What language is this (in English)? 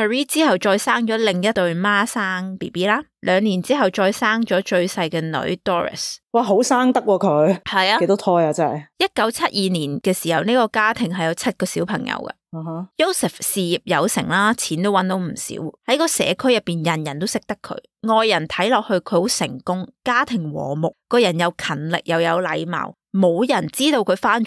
Cantonese